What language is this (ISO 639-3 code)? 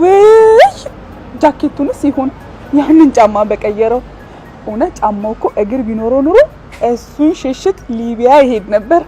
amh